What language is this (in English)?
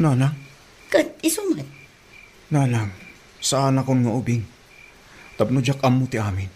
Iloko